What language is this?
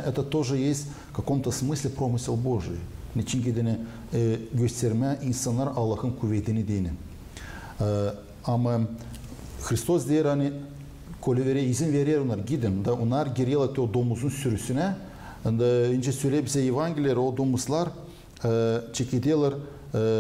Gagauz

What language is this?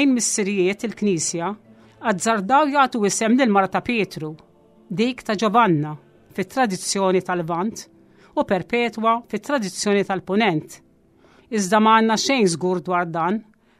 Maltese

